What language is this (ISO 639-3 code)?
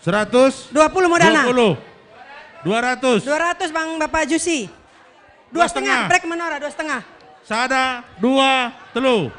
btx